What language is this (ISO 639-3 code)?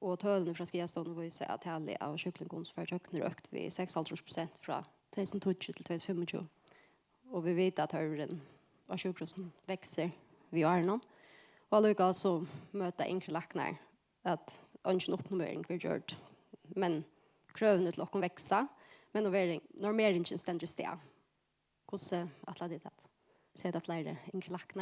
fao